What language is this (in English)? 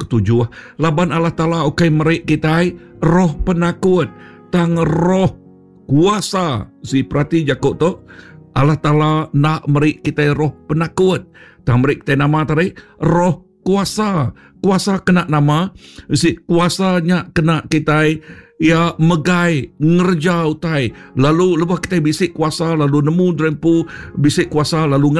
Iban